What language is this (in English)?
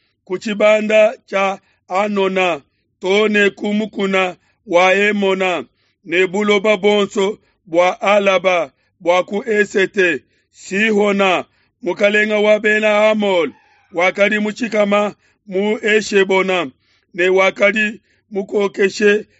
Luba-Lulua